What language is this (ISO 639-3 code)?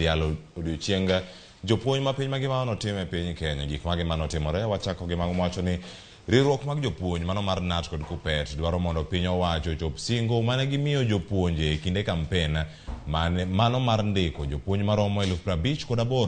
luo